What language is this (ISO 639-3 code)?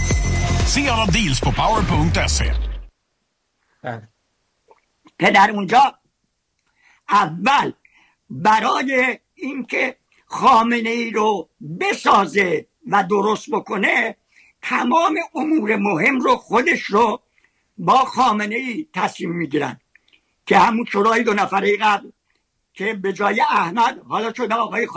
fas